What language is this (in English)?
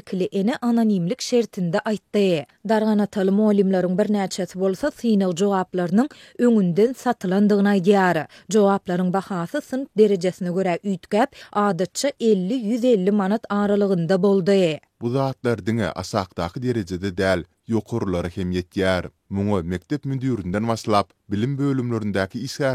Turkmen